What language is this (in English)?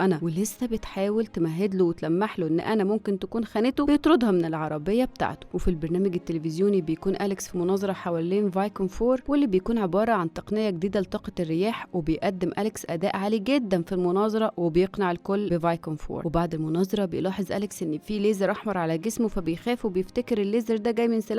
Egyptian Arabic